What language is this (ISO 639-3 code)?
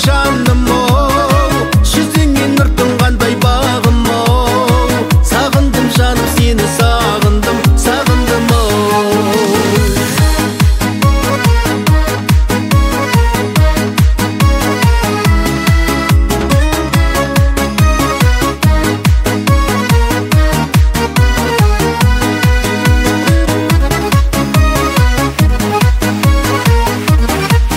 kaz